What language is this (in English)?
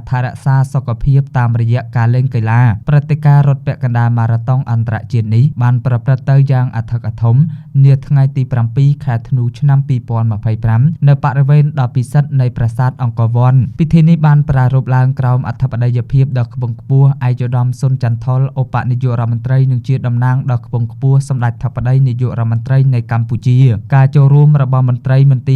Khmer